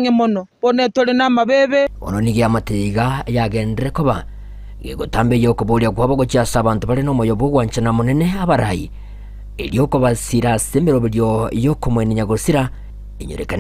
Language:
Gusii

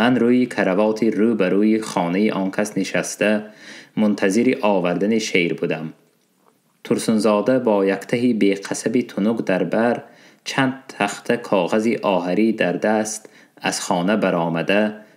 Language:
Tajik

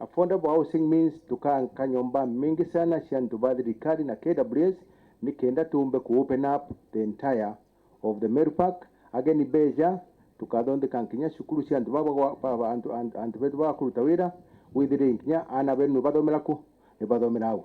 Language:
Meru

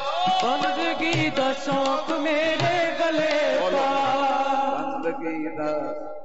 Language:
Punjabi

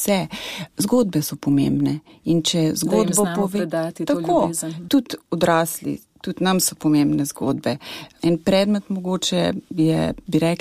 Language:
Slovenian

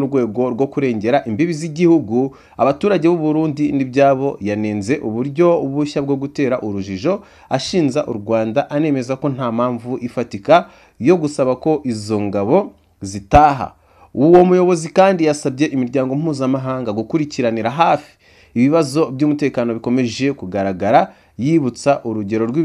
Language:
Kinyarwanda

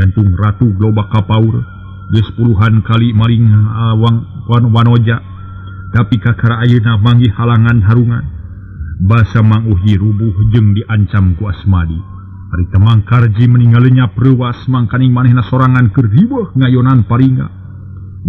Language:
Sundanese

